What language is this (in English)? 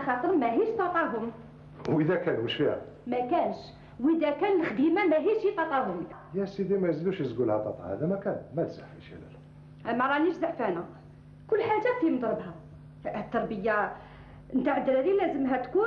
Algerian Arabic